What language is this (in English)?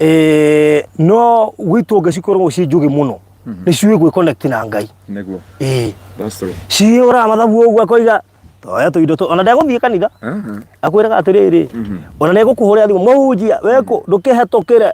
Kikuyu